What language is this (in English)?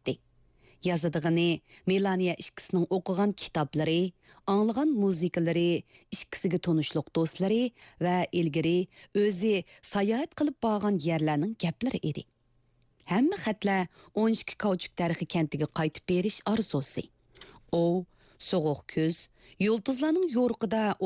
Uyghur